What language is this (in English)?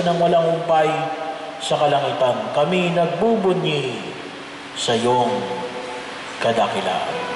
Filipino